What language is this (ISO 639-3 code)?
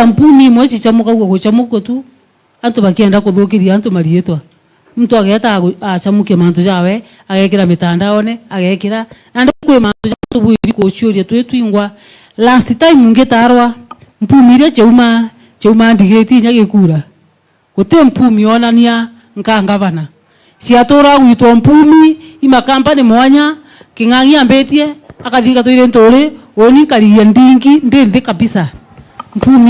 mer